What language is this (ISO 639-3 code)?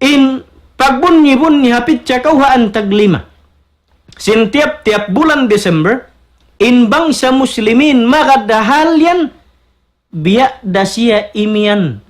tsg